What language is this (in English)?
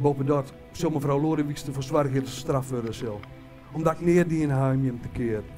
Western Frisian